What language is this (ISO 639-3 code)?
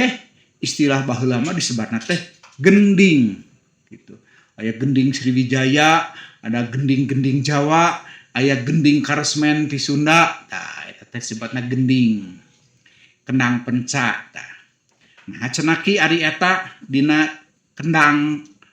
sun